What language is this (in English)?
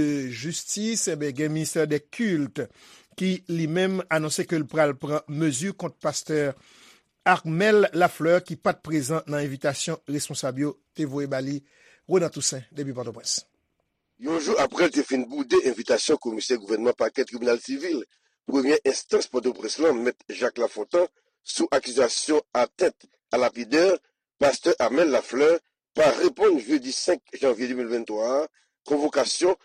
Haitian Creole